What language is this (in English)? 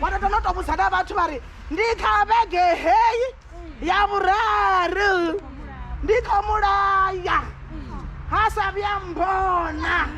Venda